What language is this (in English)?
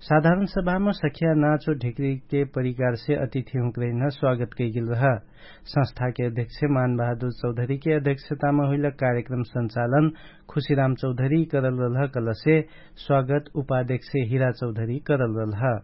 Dangaura Tharu